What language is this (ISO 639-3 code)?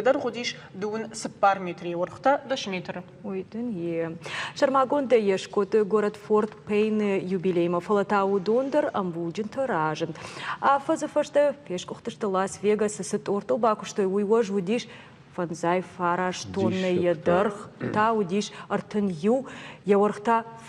oss